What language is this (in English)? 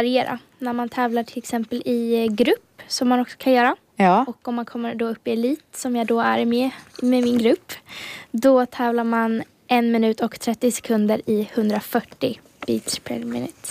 Swedish